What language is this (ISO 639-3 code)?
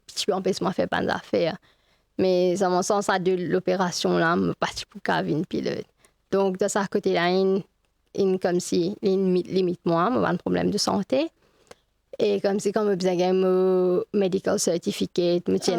mfe